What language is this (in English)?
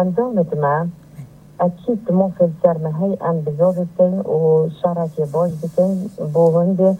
Kurdish